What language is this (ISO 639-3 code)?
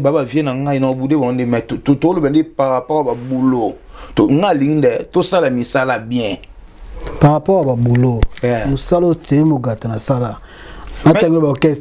lin